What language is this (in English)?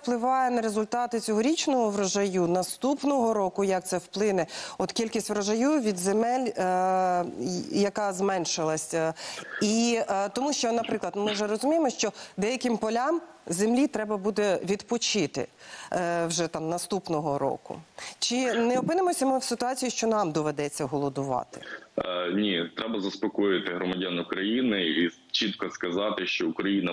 Ukrainian